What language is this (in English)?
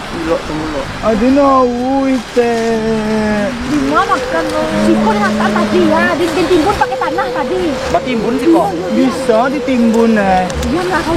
Minangkabau